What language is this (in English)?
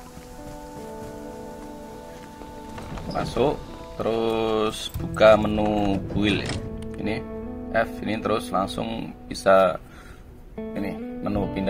Indonesian